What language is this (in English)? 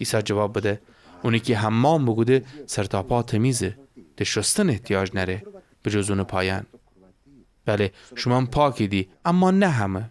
Gilaki